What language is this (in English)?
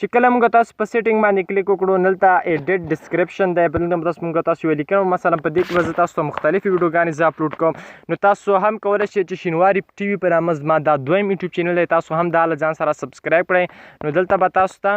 Pashto